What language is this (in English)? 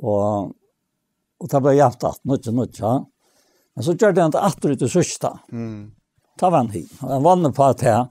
Faroese